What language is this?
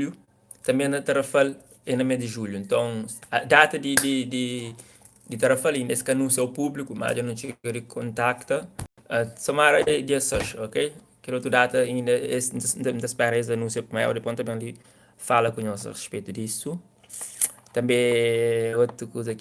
Kabuverdianu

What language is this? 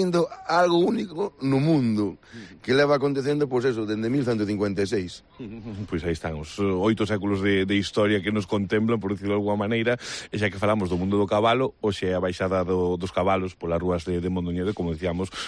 Galician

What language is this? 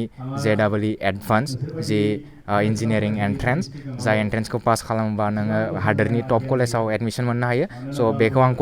Bodo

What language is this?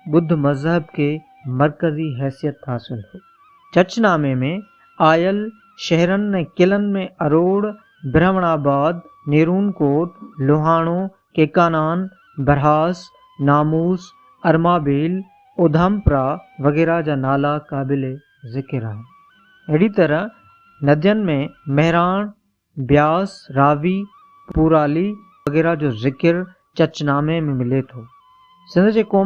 Sindhi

